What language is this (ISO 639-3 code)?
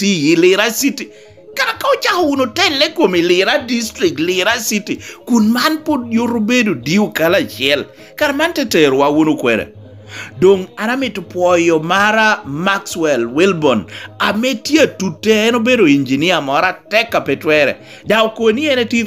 laj